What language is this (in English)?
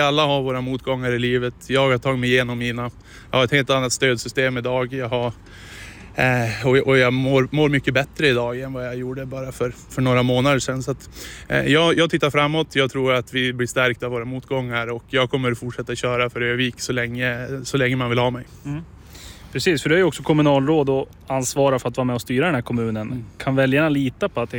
Swedish